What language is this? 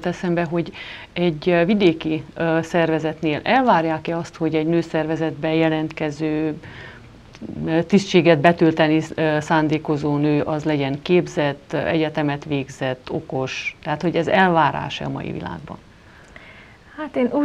Hungarian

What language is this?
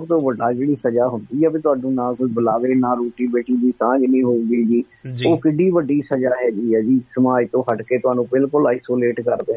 Punjabi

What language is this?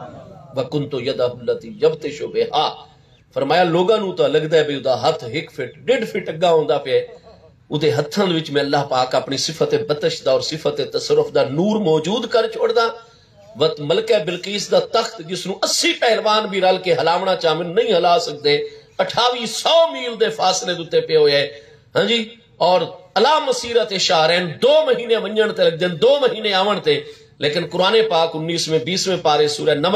Saraiki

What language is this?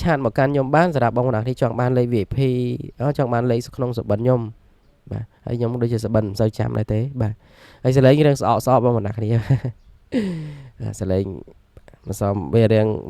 Khmer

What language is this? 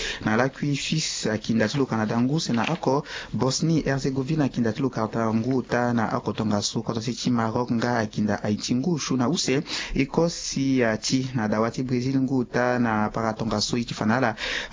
Sango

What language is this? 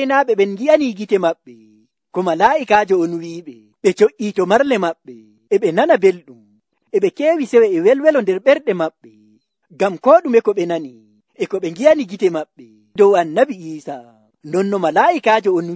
Nigerian Fulfulde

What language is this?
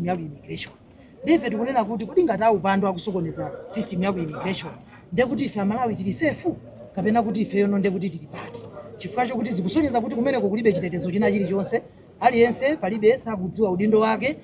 Nyanja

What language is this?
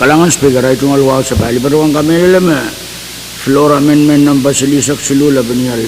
Pohnpeian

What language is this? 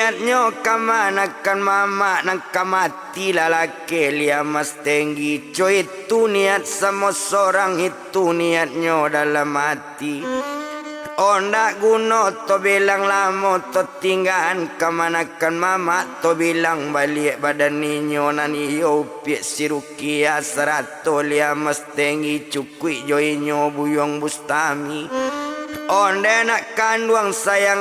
Minangkabau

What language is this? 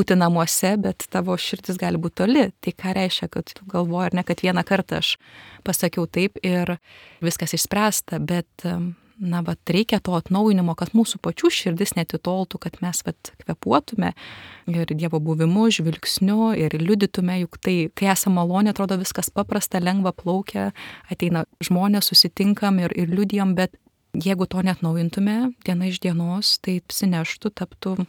Lithuanian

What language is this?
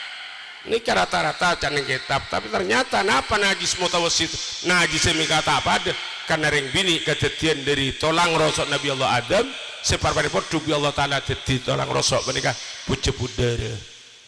Madurese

